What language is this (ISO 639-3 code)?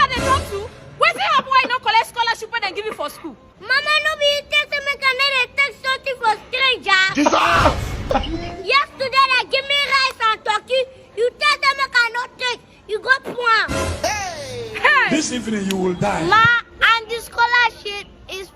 pcm